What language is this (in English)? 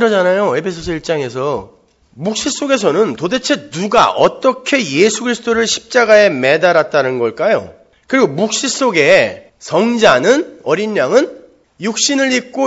Korean